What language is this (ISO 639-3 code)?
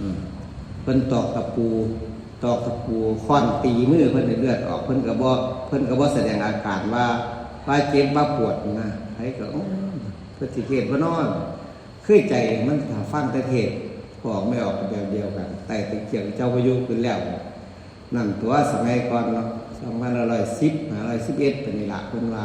tts